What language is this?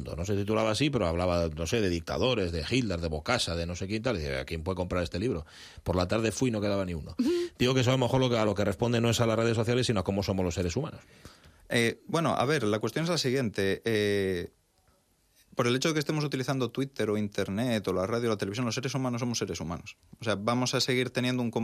Spanish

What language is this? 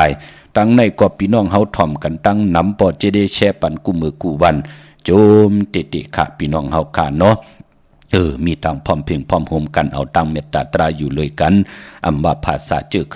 Shan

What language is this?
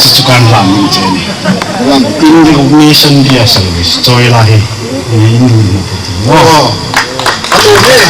Hmar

